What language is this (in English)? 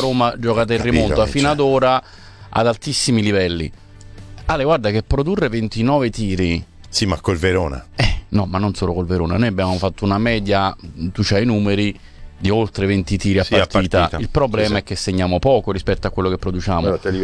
Italian